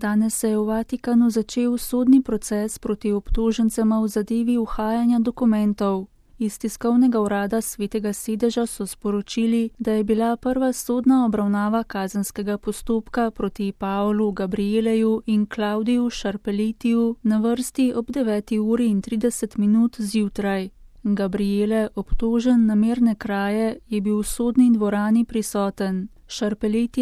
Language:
Slovenian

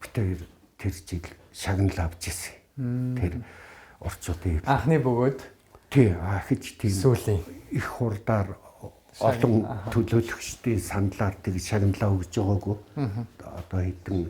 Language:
Mongolian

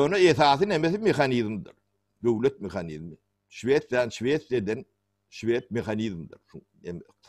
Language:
Turkmen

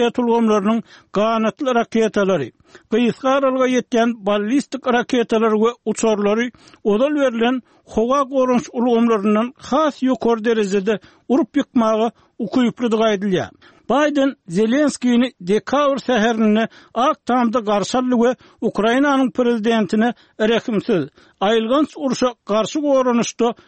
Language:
Turkmen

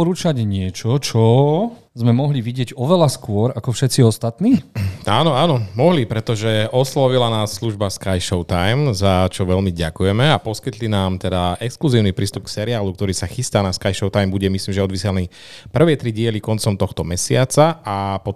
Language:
Slovak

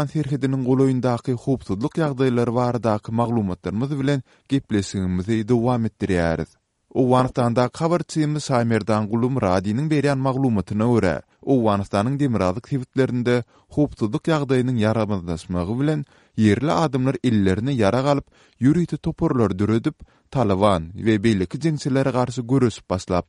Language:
Turkmen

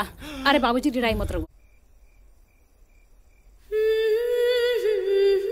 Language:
Bhojpuri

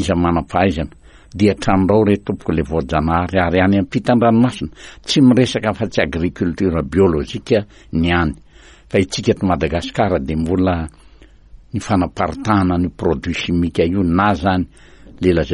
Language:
Malagasy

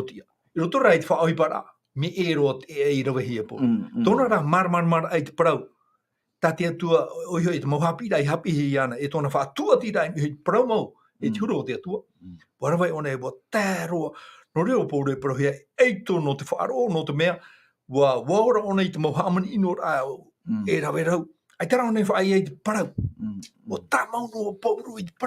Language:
Tahitian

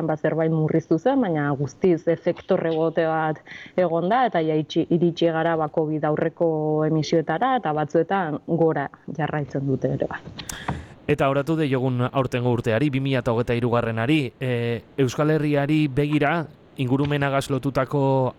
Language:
Basque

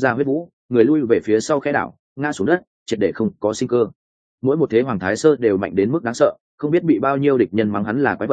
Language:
Vietnamese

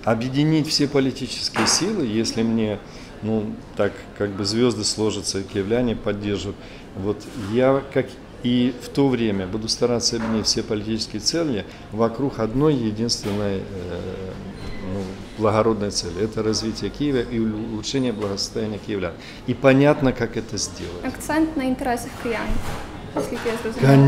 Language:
Russian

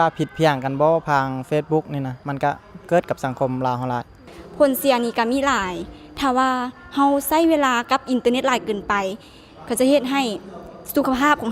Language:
Lao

